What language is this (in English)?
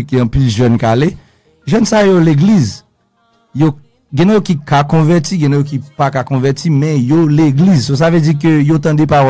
Haitian Creole